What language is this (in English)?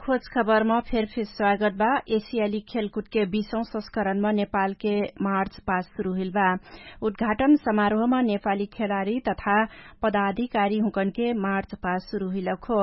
Dangaura Tharu